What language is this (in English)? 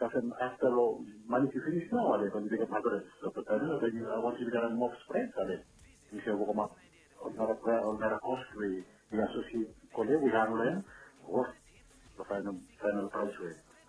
Bislama